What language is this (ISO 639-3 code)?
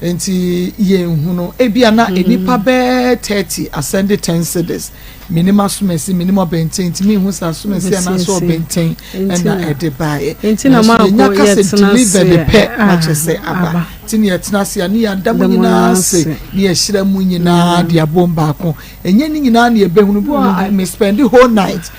aka